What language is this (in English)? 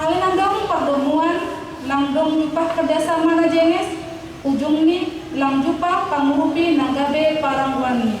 Batak Simalungun